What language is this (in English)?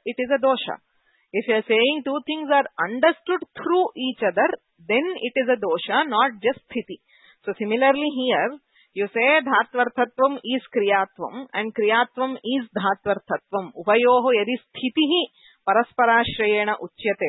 Sanskrit